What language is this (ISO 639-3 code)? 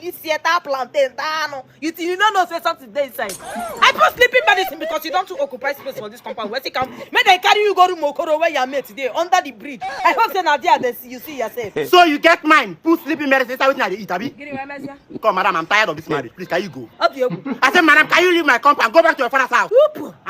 pcm